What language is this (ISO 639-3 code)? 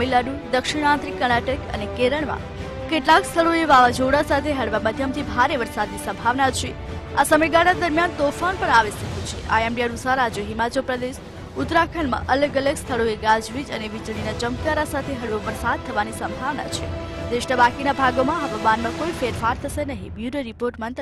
guj